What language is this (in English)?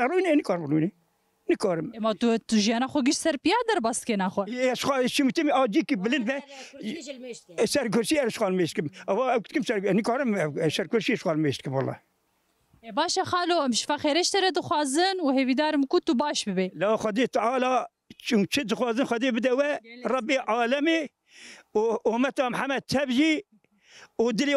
Kurdish